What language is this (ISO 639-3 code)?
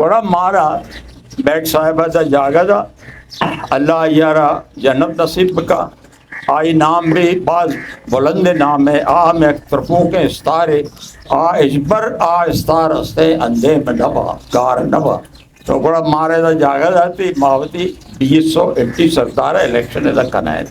bgp